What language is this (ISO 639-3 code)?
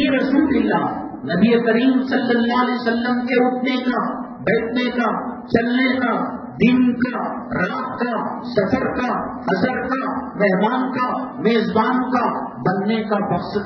urd